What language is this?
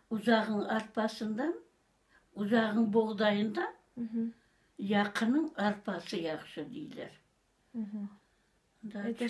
Crimean Tatar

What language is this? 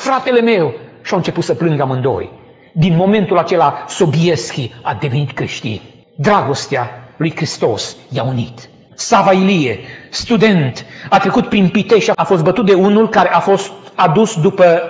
Romanian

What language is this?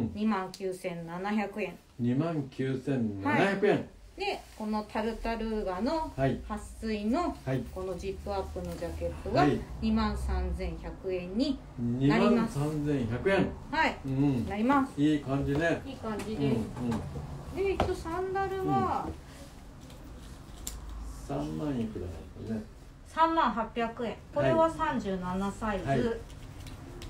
Japanese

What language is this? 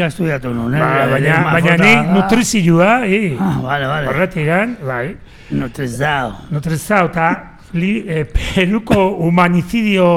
Basque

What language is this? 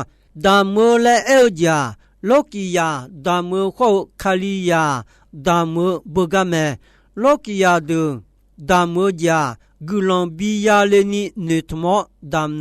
Akha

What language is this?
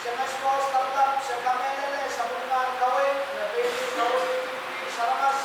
Pohnpeian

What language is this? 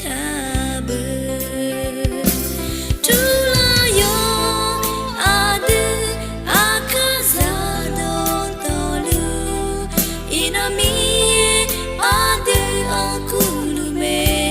Akha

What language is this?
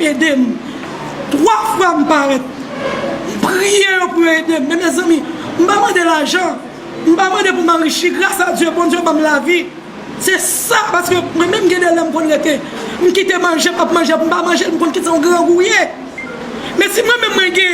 Haitian Creole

